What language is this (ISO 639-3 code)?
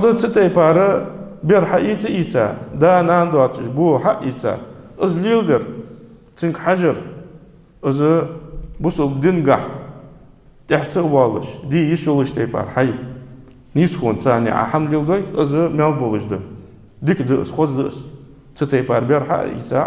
inh